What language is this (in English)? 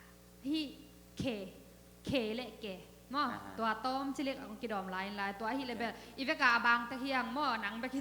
Tedim Chin